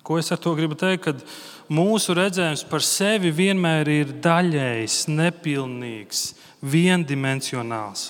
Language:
Latvian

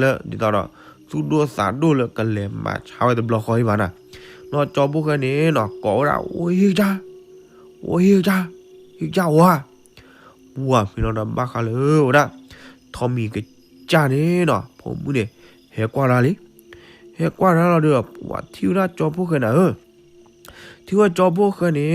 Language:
S'gaw Karen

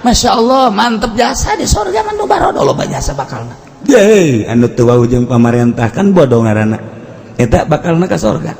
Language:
Sundanese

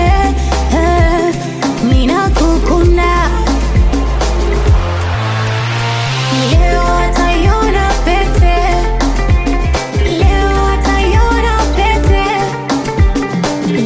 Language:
Swahili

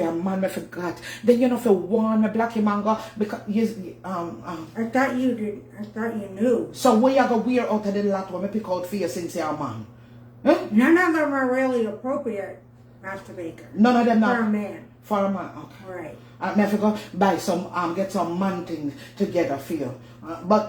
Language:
Jamaican Creole English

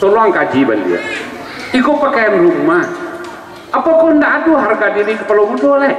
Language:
Minangkabau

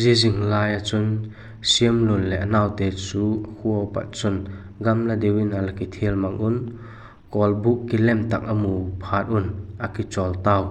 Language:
Vaiphei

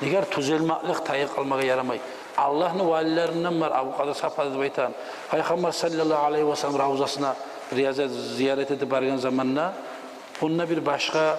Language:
Kumyk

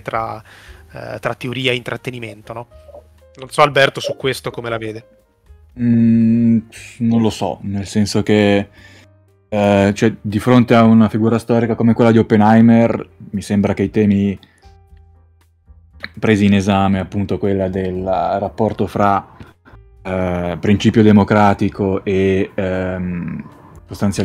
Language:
Italian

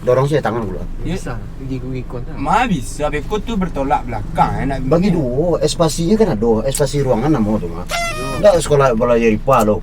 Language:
Minangkabau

